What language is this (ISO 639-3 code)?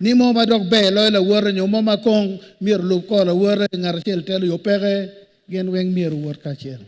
ach